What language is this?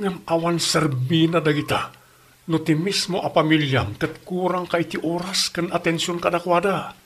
Iloko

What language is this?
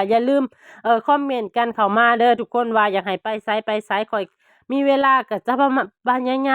Lao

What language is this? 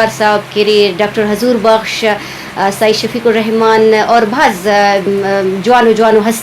Brahui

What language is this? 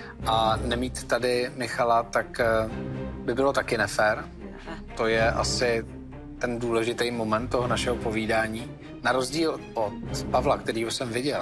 Czech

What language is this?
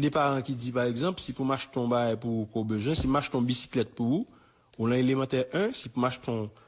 Haitian Creole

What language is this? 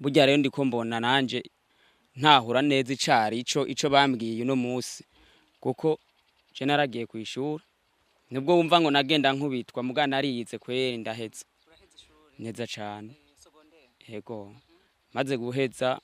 Rundi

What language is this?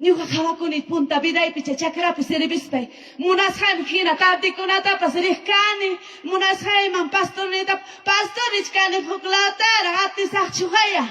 Ayacucho Quechua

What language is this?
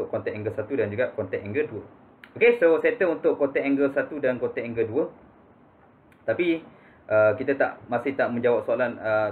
Malay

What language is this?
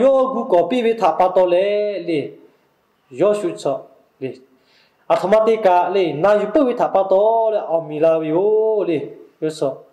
Lahu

